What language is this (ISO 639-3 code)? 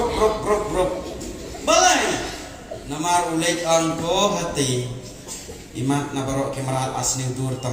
kha